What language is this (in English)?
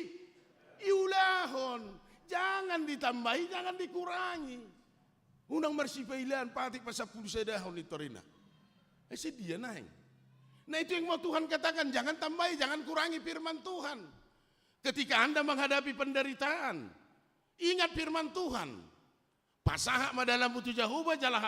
Batak Toba